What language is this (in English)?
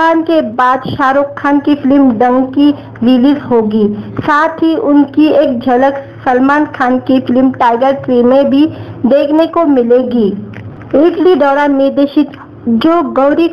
Hindi